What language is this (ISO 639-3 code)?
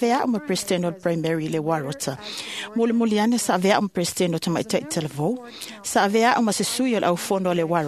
smo